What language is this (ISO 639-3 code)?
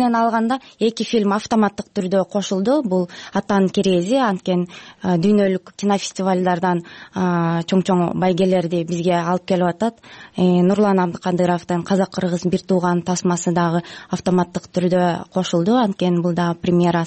kir